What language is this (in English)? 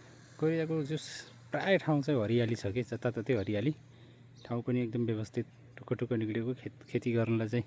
Nepali